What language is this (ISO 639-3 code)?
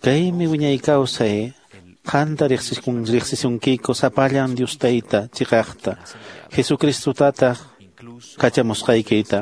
que